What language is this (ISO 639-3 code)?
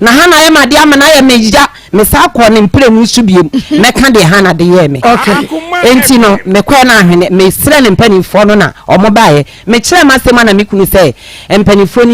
aka